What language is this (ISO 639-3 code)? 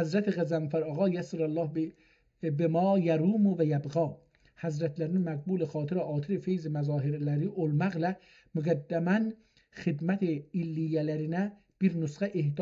azb